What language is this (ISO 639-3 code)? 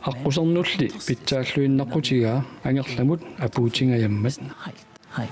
kal